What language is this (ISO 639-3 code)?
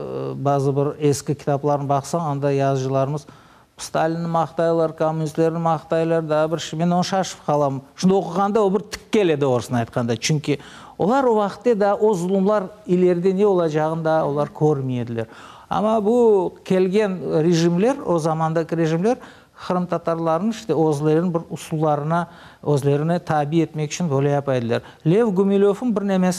crh